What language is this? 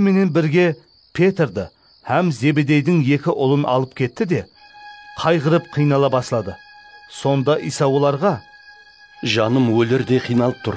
Kara-Kalpak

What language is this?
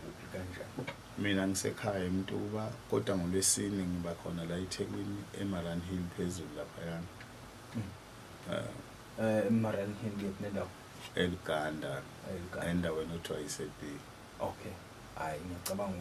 Zulu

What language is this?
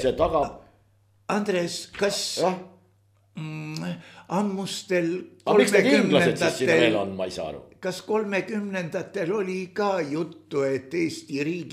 Estonian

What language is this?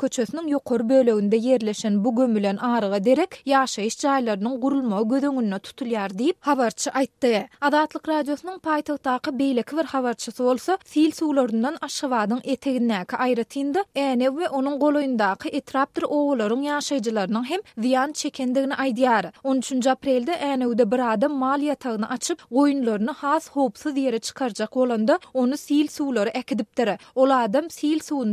Turkmen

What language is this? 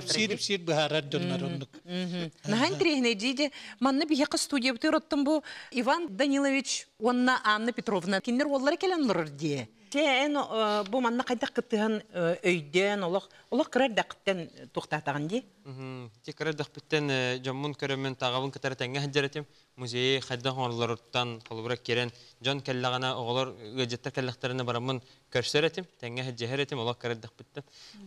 Yakut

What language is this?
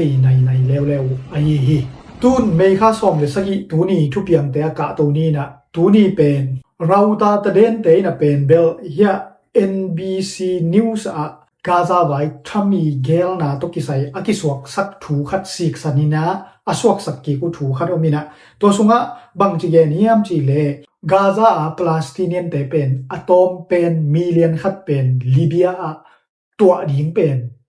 Tedim Chin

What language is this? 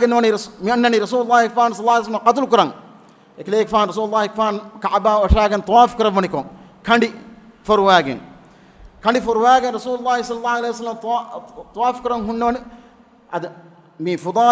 Divehi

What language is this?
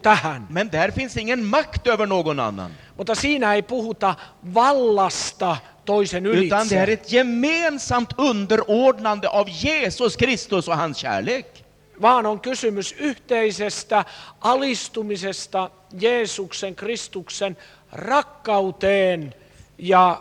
Swedish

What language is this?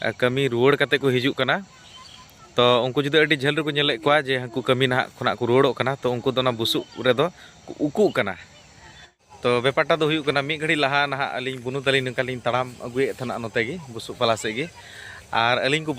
Santali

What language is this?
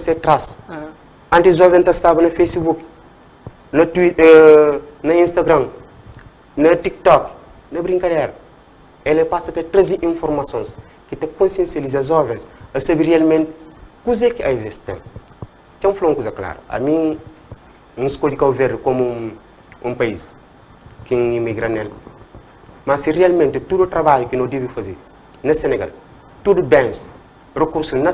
Kabuverdianu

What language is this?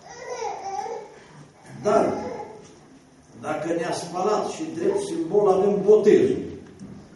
Romanian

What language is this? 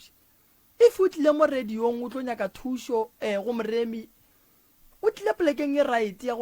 Northern Sotho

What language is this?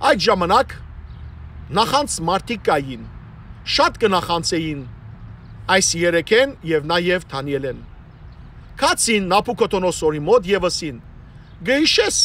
Western Armenian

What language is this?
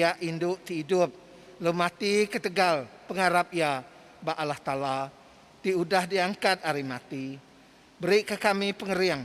Iban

